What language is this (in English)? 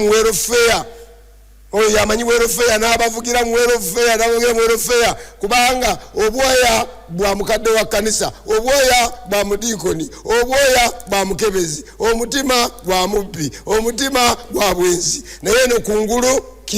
Ganda